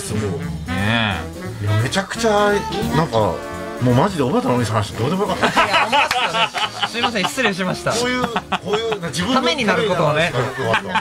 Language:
Japanese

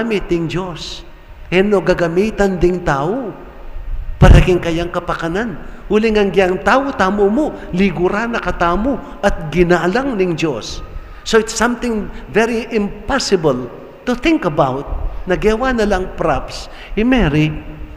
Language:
Pampanga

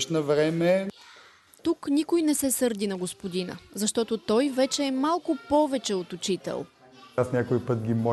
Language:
Bulgarian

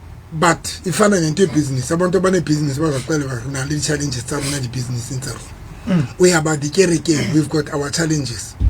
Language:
Southern Sotho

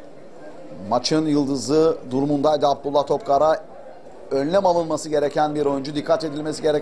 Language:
Turkish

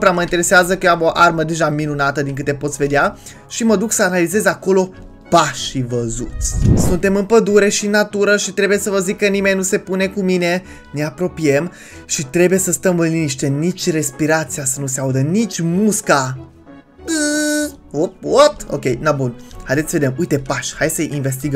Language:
Romanian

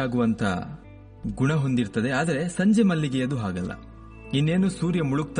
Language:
Kannada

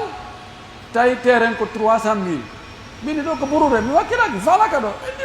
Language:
Pular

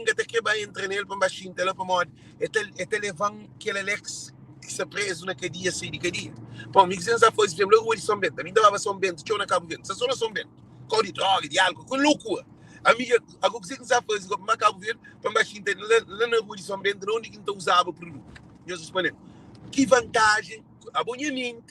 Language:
Kabuverdianu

